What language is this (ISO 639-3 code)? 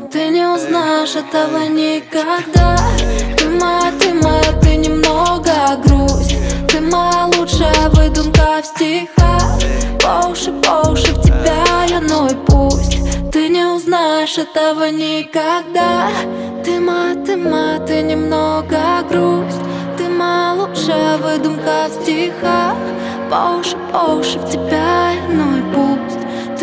rus